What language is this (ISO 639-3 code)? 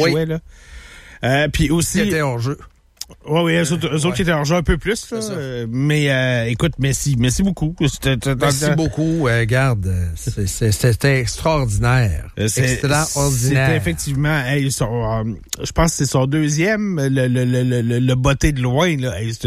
fra